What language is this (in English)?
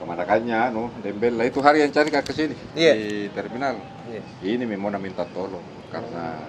Makassar Malay